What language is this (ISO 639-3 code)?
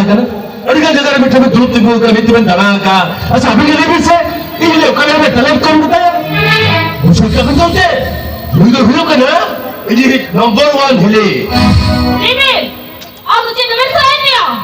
sat